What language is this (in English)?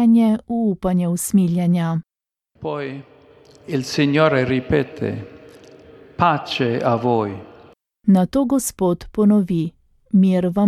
Slovenian